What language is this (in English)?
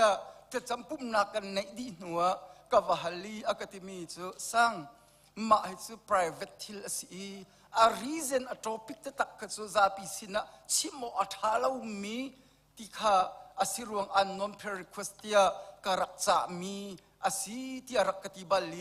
Hakha Chin